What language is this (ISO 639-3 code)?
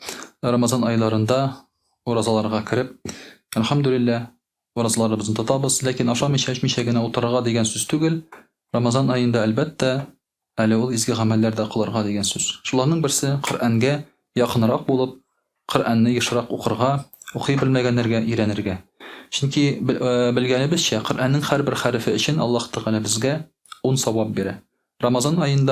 tat